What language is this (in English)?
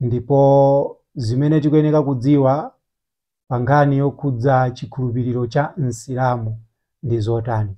Nyanja